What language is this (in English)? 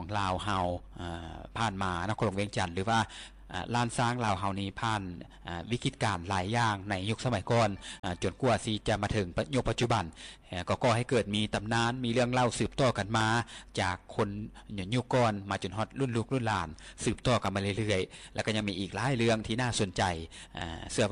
Lao